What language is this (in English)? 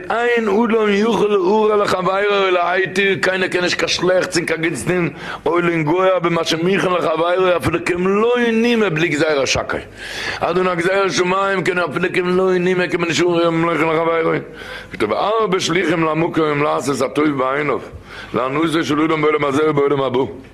Yiddish